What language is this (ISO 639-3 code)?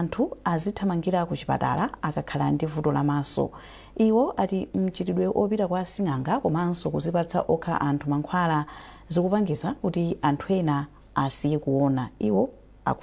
nya